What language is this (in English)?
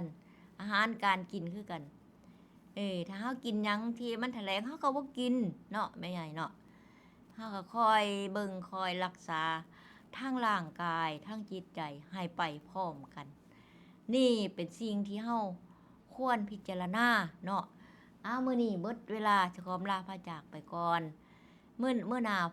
Northeastern Thai